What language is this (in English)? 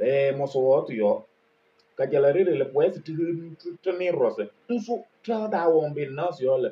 Kabiyè